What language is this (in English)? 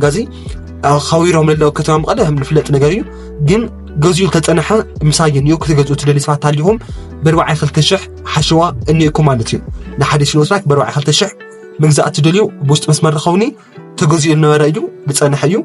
Tigrinya